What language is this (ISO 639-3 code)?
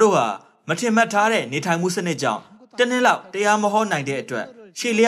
mya